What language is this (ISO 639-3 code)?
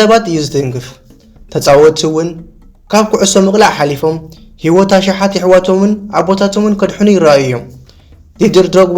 tir